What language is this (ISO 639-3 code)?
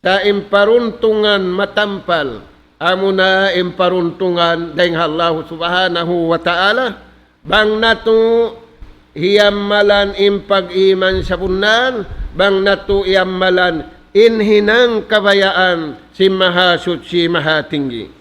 tsg